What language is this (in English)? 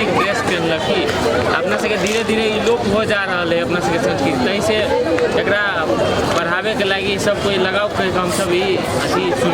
Maithili